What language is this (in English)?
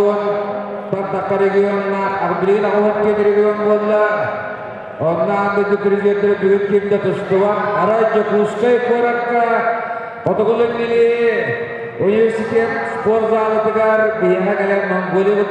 Yakut